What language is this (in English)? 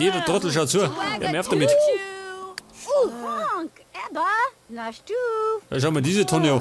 Bavarian